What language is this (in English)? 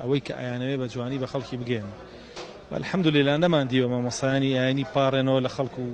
Central Kurdish